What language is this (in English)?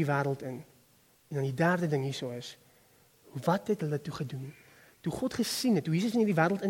Afrikaans